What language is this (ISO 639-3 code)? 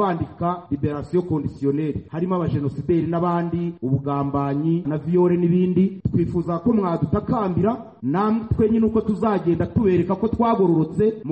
kin